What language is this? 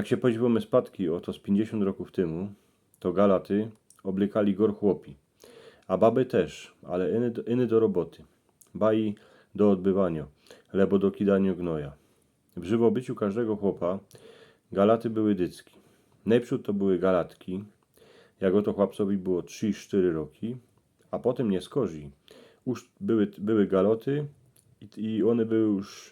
Silesian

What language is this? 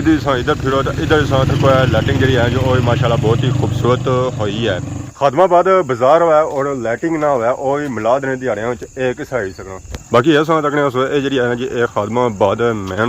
Pahari-Potwari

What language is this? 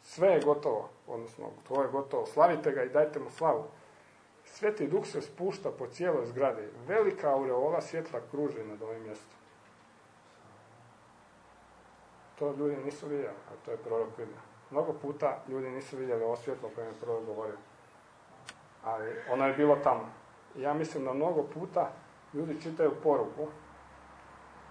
Croatian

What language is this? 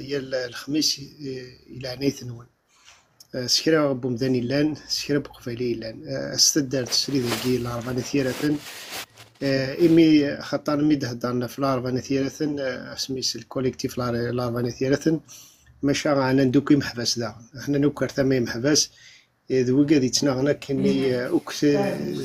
Kabyle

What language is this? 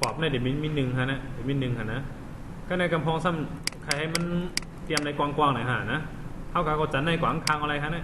Shan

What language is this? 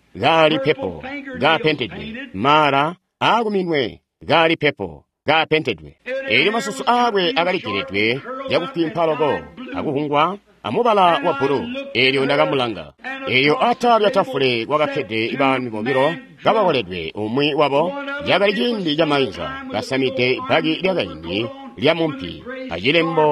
Tonga (Zambia)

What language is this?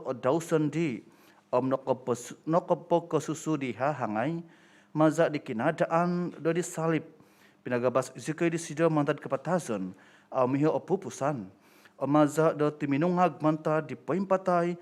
Central Dusun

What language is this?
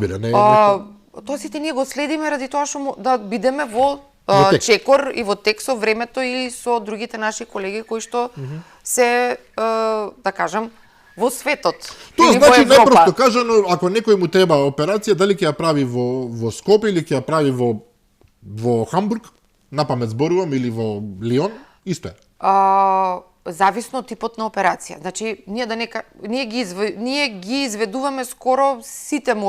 Macedonian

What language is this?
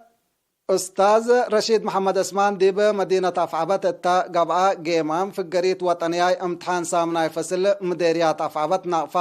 Tigre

